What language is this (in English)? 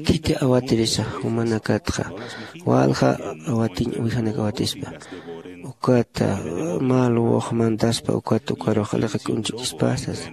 Aymara